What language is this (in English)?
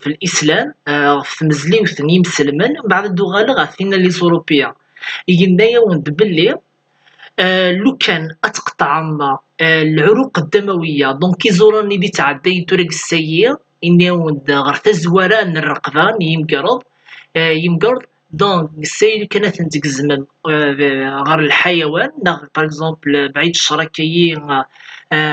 Kabyle